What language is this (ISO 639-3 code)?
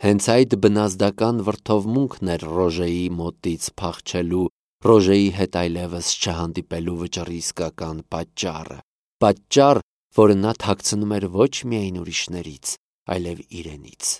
hye